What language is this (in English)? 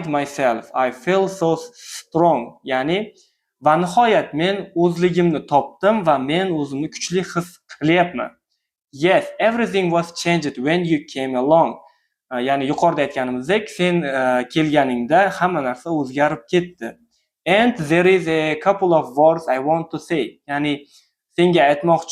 Uzbek